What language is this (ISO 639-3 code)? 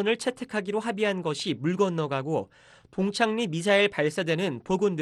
kor